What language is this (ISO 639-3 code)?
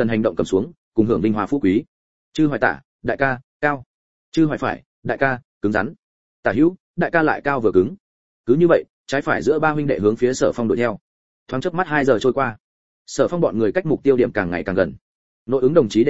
vie